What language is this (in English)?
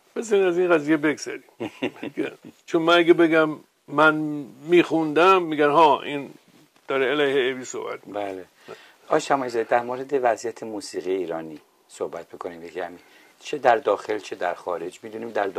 Persian